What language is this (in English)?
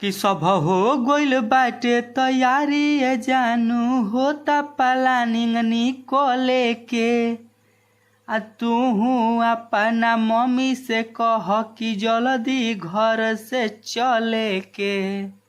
Bhojpuri